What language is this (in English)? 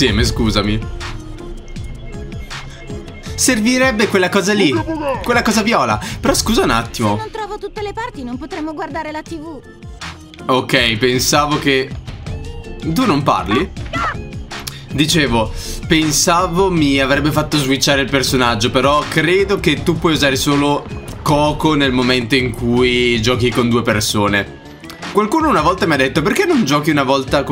Italian